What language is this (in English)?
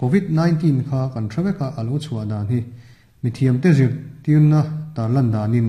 Mizo